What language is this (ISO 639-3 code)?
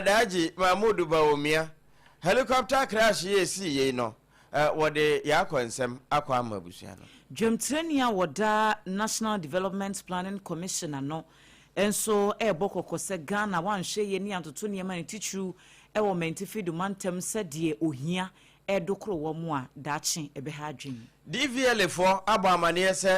aka